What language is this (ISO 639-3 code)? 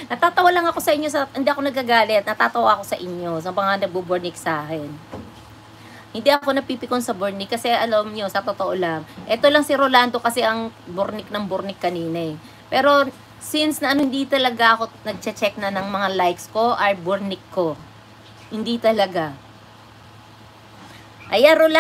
fil